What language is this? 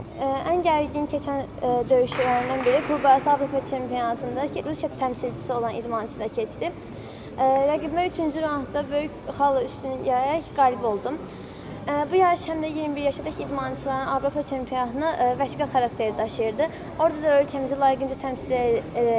Azerbaijani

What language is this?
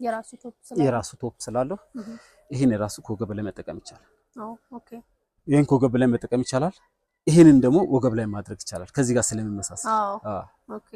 Amharic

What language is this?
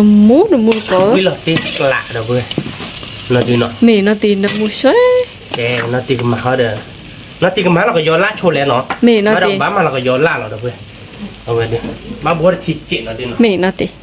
S'gaw Karen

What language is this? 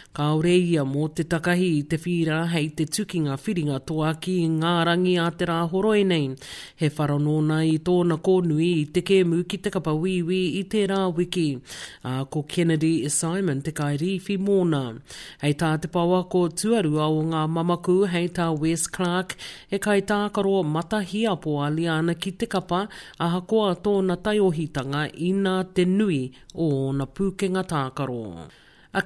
Māori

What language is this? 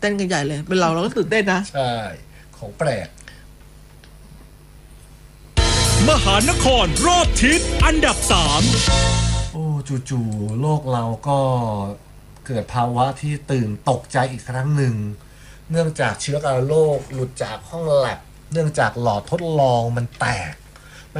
Thai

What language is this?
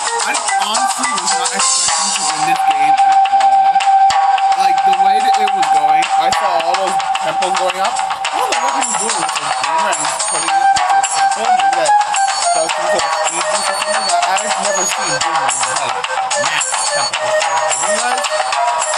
English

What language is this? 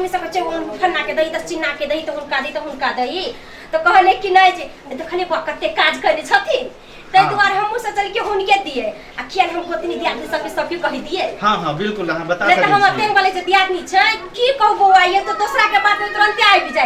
Maithili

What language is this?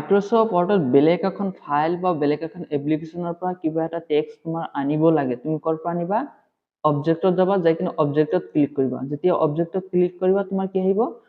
Assamese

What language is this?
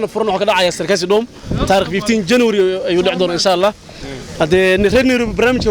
Somali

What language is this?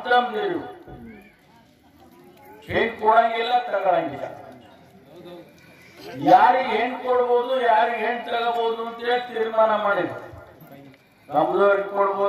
Kannada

